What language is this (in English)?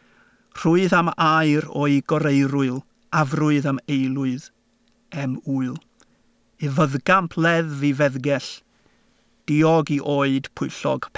Welsh